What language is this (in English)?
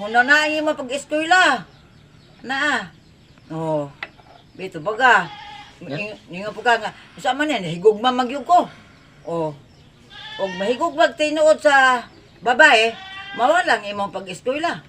Cebuano